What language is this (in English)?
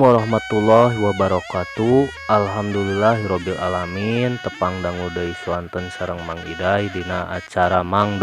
Sundanese